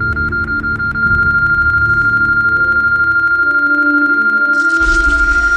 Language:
Greek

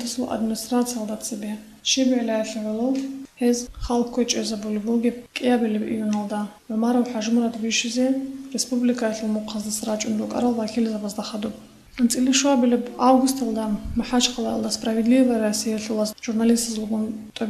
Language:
Avaric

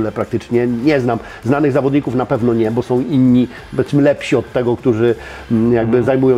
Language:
Polish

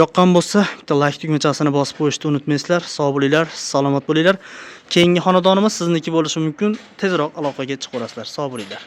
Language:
Uzbek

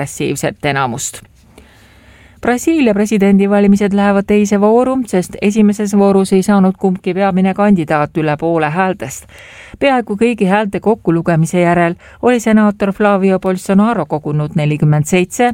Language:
Estonian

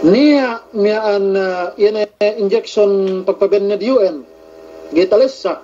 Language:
Yakan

